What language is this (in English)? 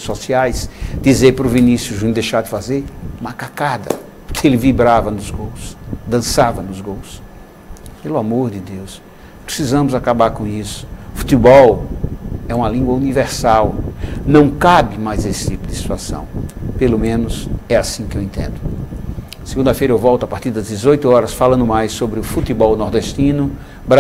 Portuguese